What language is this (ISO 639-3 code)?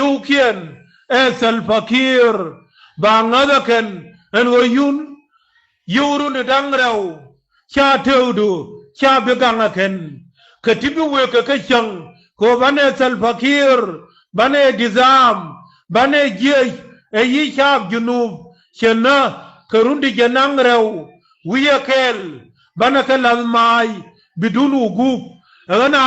nus